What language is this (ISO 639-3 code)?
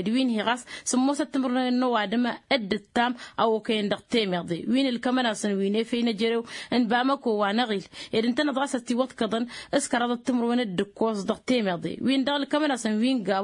taq